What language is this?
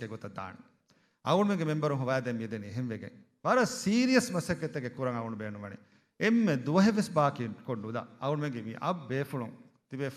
Divehi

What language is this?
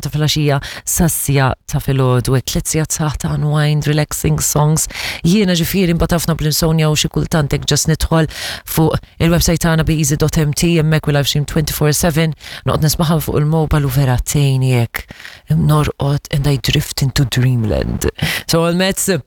Maltese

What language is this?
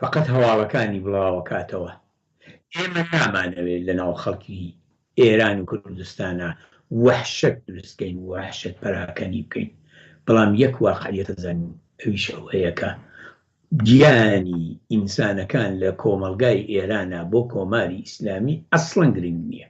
Central Kurdish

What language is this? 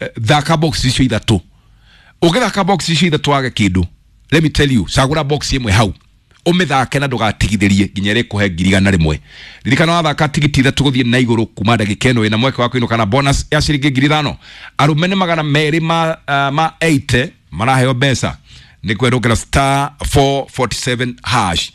Kikuyu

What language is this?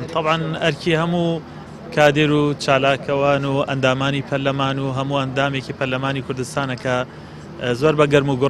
Central Kurdish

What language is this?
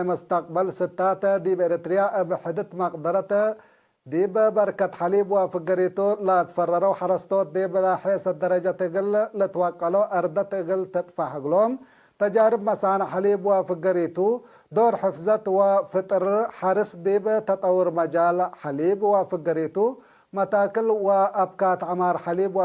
Tigre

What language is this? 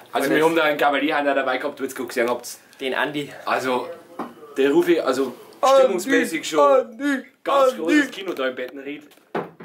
Bavarian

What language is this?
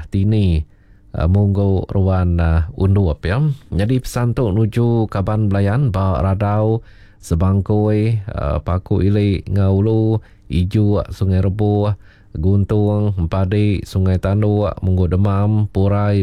Iban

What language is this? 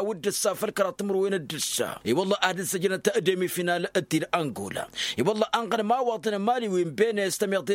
Tamasheq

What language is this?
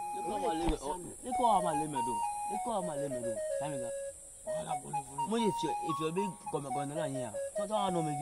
Ewe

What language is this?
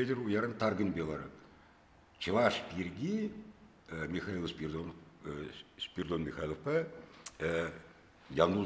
Chuvash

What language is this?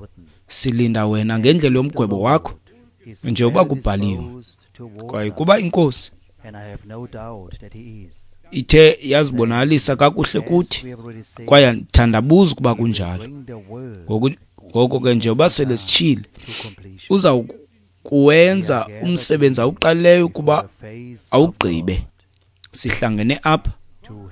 Xhosa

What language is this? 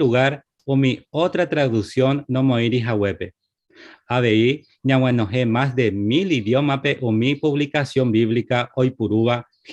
Guarani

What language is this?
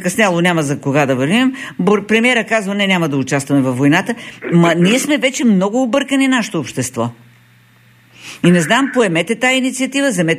Bulgarian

